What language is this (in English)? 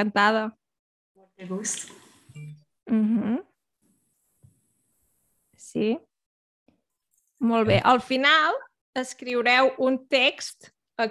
Catalan